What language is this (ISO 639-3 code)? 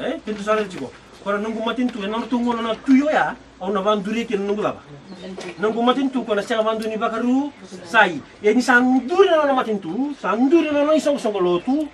fij